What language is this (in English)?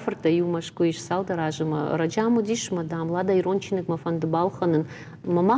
Ossetic